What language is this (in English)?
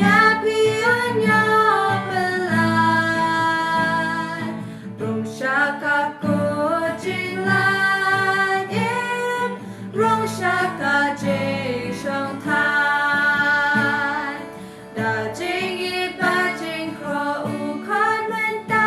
Khasi